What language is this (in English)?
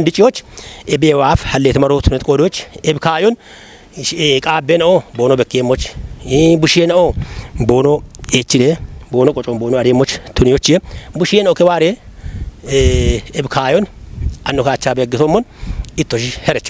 Kafa